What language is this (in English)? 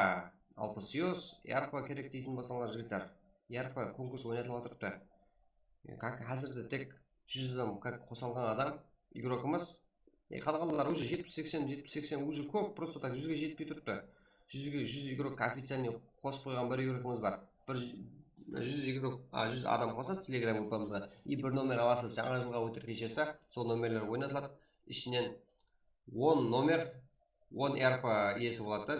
Kara-Kalpak